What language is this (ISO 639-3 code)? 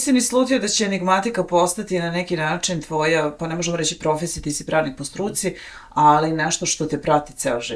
bos